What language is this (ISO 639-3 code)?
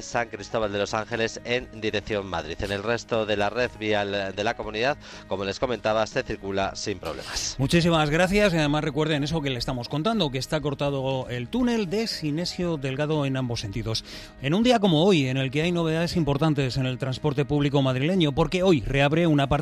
spa